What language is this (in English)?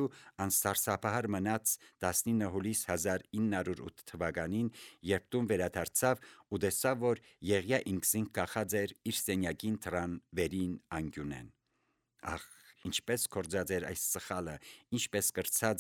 Armenian